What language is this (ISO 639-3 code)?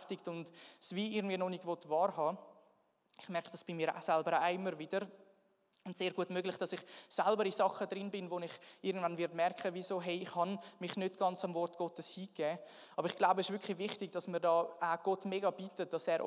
gsw